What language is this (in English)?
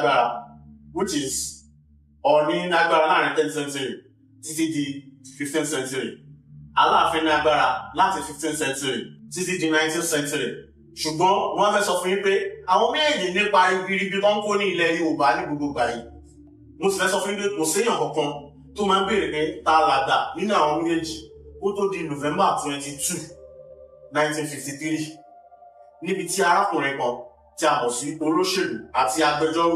Yoruba